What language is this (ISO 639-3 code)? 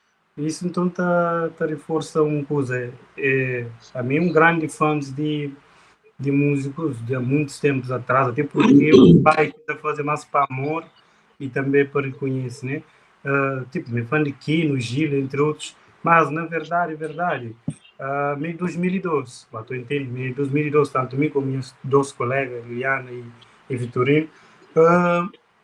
kea